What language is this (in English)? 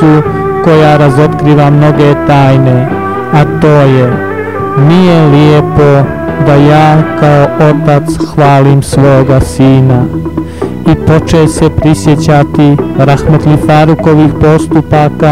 Bosnian